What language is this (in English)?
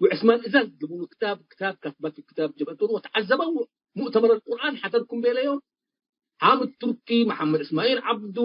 Tigre